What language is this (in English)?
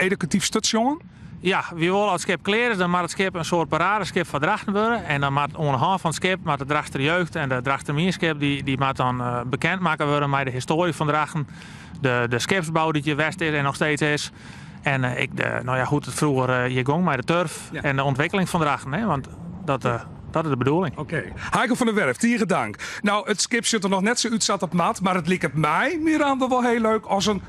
Western Frisian